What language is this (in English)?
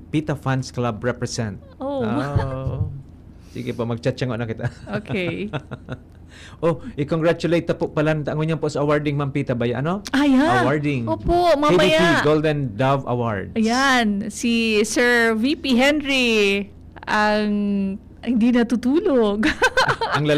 Bikol